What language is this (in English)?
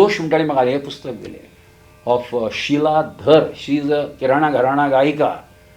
Konkani